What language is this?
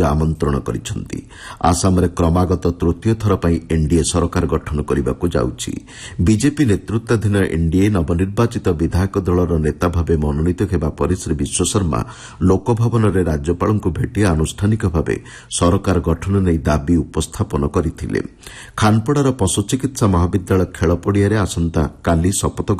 Odia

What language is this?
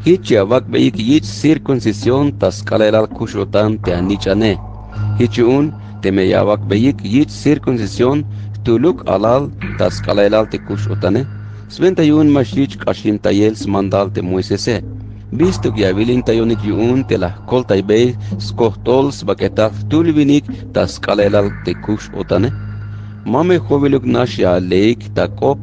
Tzeltal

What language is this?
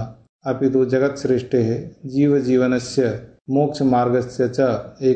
Sanskrit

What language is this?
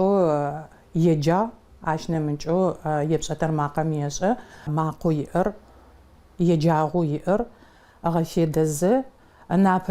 Adyghe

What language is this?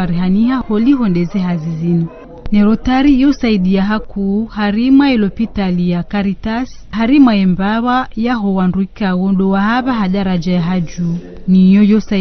Ngazidja Comorian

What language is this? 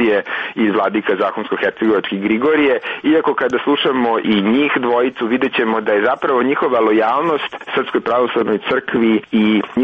Serbian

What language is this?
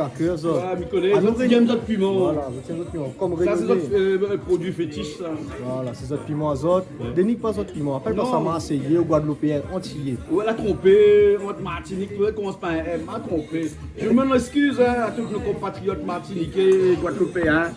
Réunion Creole French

